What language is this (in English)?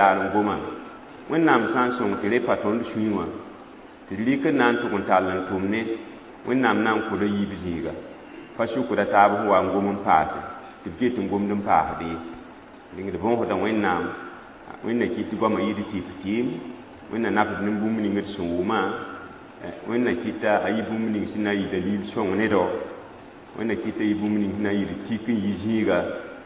Mossi